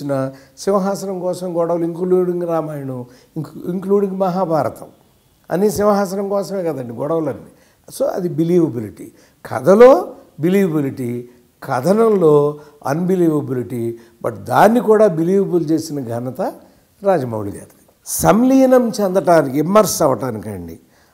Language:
Telugu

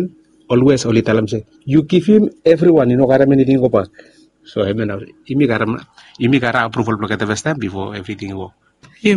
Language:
Bislama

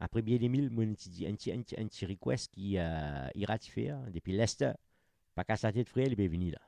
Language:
Morisyen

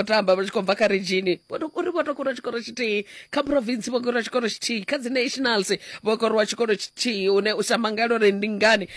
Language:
Venda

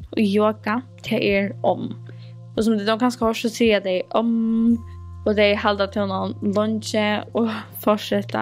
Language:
Faroese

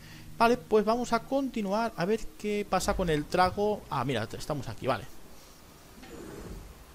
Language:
Spanish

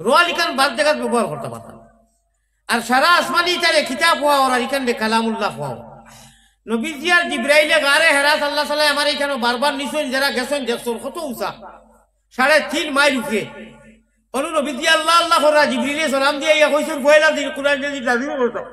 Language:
Sylheti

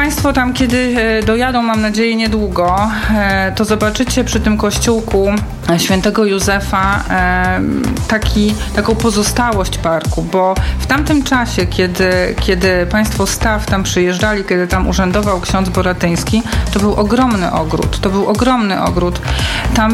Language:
Polish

